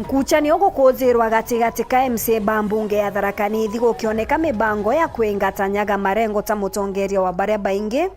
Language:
Meru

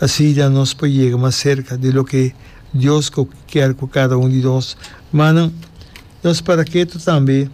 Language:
Papiamento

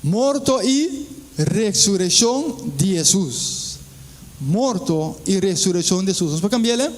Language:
Papiamento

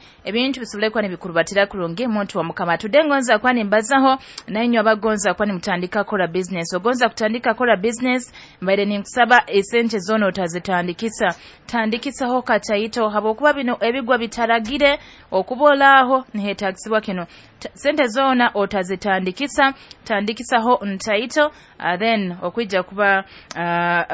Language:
Nyoro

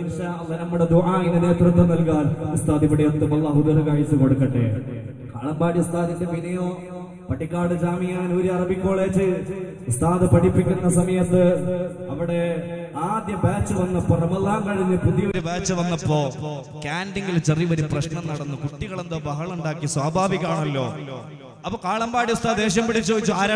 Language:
Malayalam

